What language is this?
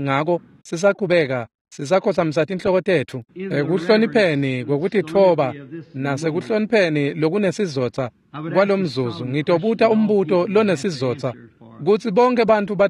Swati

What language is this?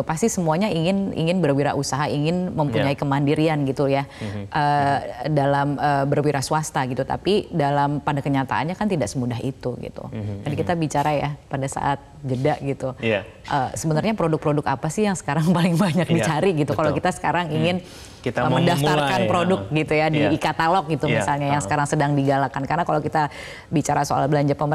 Indonesian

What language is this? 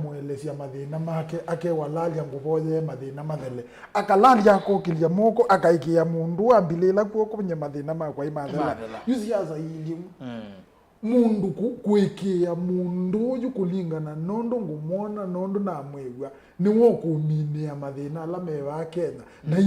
Kamba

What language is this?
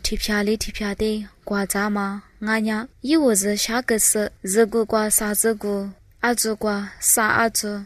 Lisu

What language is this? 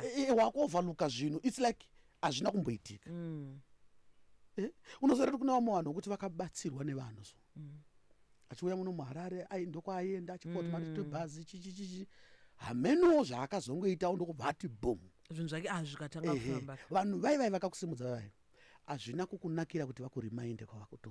Shona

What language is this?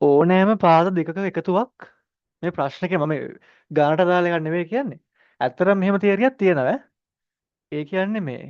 Sinhala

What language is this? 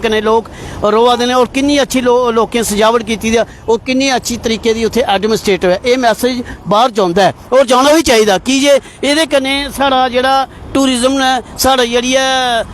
Dogri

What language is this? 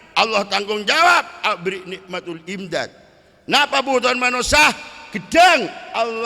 Madurese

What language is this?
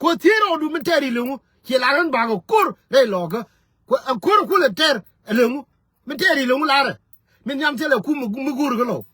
Nuer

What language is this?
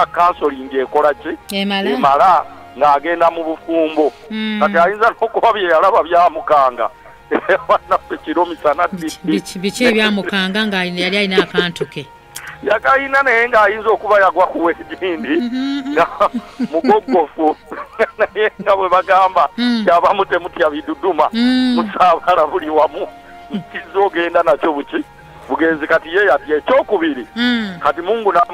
Ganda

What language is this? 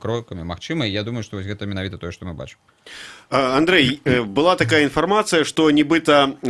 Belarusian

